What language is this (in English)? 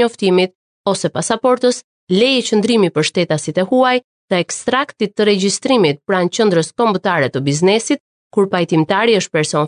Albanian